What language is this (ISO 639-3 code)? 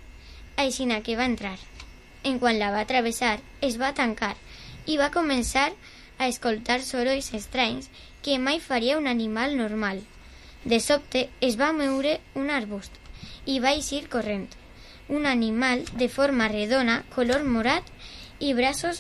cat